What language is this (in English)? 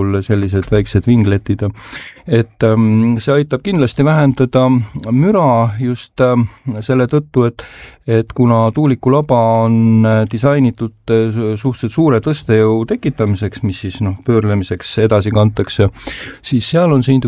Estonian